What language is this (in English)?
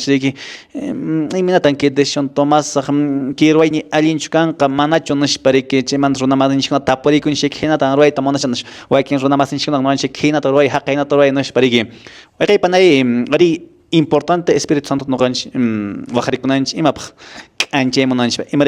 Quechua